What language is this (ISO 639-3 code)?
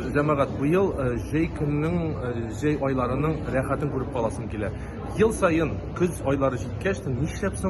tat